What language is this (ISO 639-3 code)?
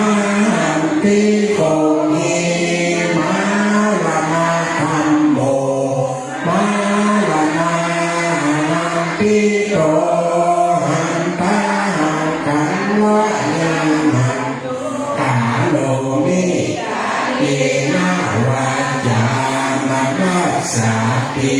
pli